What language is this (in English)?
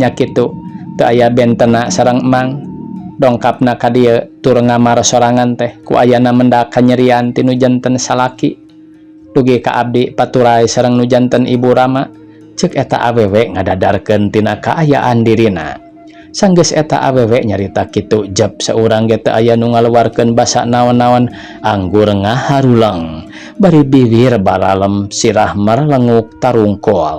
Sundanese